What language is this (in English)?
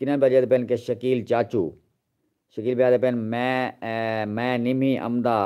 Saraiki